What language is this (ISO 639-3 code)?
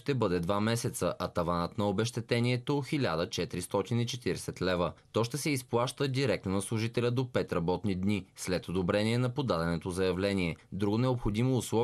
bul